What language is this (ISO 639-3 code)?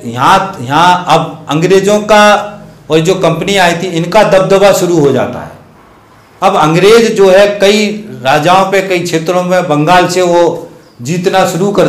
hin